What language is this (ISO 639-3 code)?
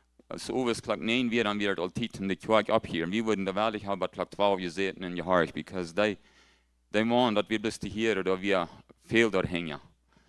pdt